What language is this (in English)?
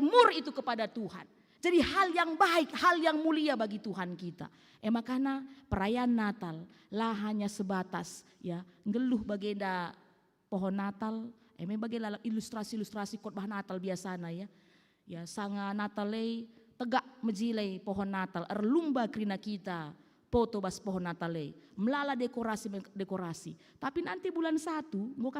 Batak Karo